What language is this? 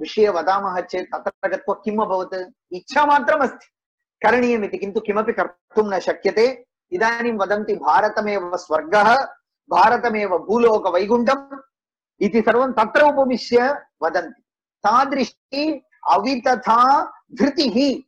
Sanskrit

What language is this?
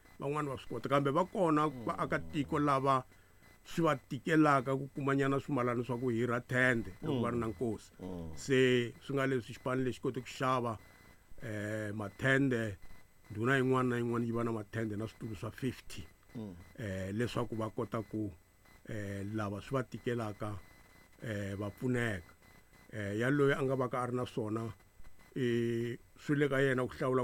Tsonga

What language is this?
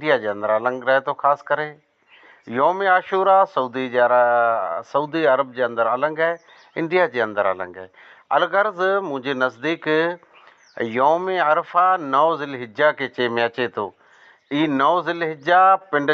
Sindhi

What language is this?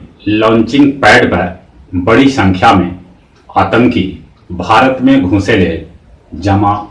Magahi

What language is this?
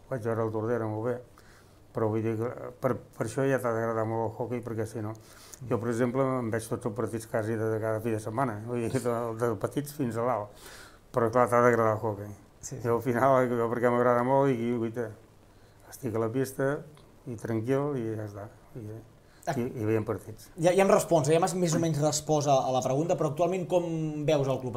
Catalan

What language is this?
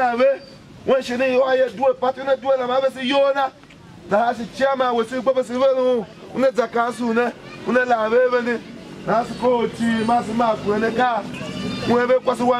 Tiv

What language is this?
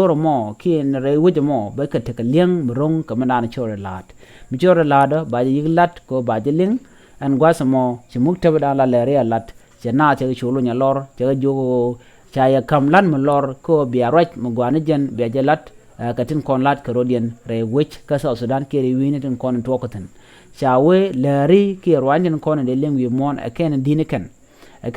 Nuer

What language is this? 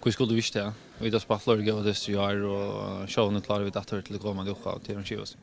Faroese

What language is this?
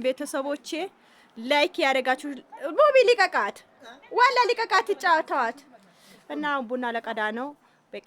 Amharic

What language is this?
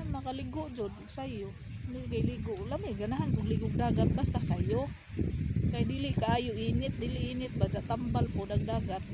Cebuano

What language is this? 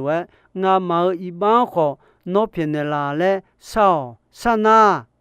Akha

